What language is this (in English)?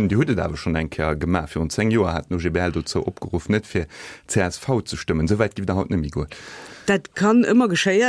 Luxembourgish